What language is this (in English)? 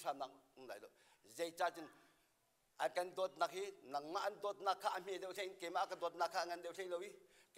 Hakha Chin